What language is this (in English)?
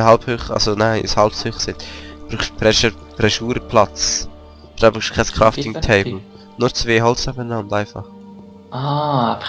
Swiss German